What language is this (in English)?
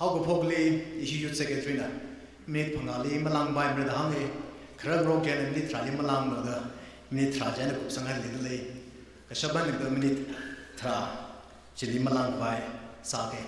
Tangkhul Naga (India)